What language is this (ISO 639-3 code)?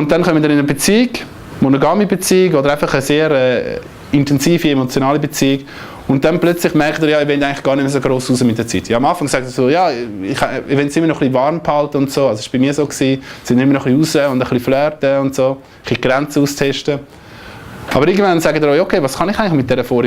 gsw